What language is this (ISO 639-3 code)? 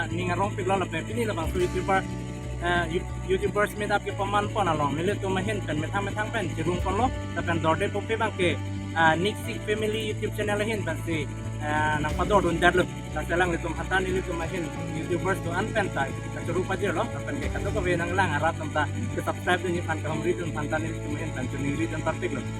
mjw